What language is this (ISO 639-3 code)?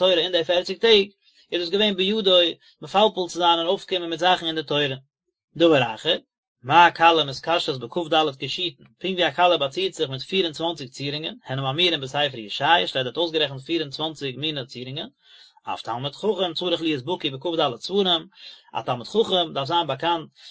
yid